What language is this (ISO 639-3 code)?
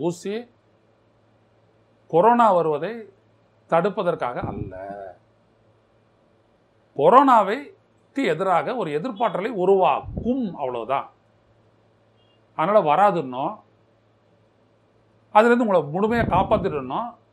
tam